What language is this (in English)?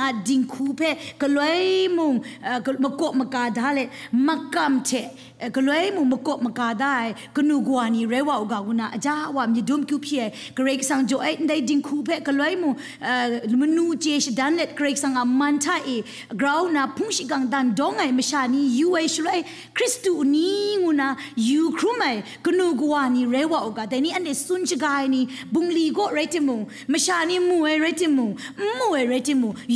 Kachin